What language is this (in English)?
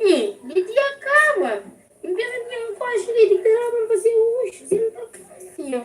Kabuverdianu